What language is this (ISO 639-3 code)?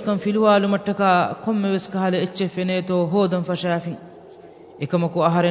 div